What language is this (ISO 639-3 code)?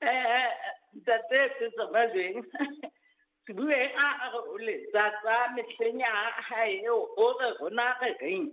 sot